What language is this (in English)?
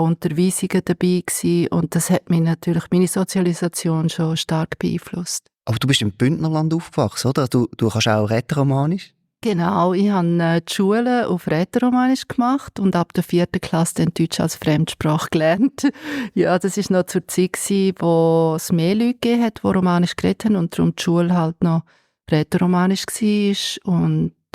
Swiss German